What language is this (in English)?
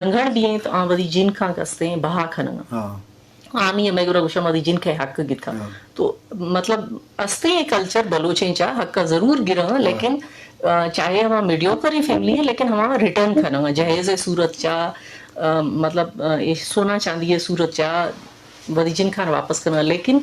Eastern Balochi